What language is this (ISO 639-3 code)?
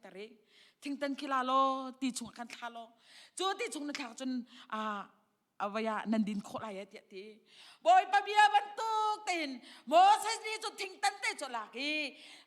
cnh